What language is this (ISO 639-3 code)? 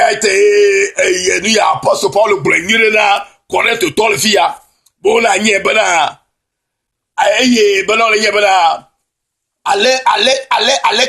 ewe